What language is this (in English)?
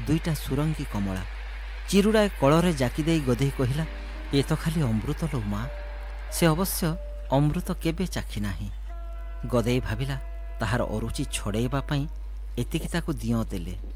Odia